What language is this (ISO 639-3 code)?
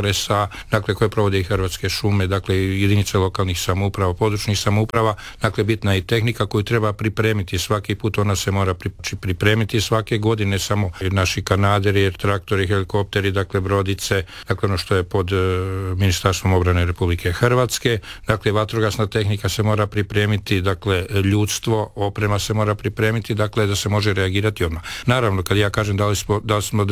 hrv